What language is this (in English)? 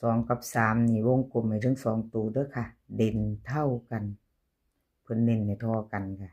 Northeastern Thai